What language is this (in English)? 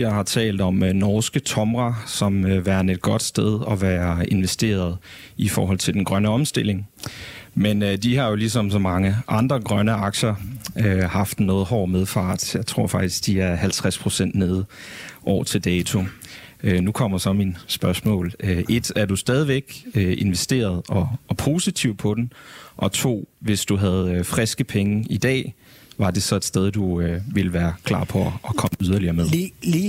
Danish